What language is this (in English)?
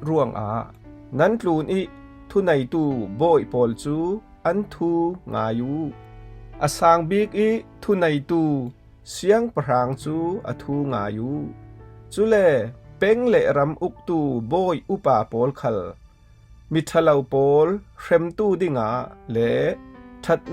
Falam Chin